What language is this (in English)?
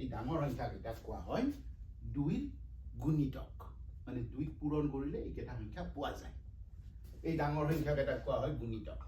Assamese